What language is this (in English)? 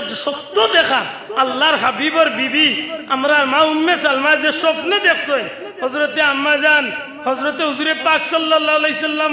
Sylheti